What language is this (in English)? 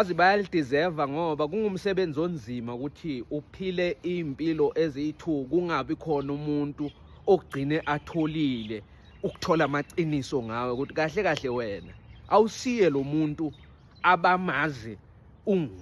Zulu